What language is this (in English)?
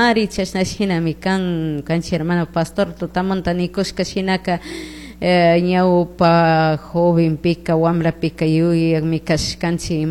Chimborazo Highland Quichua